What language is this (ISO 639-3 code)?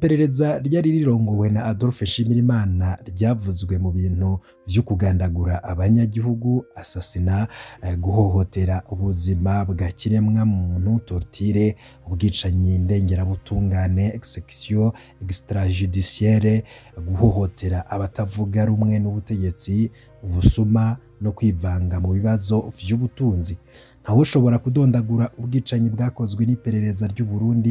run